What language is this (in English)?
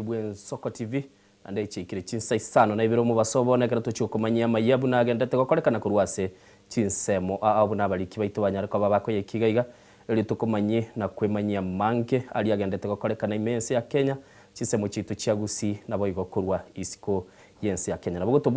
Gusii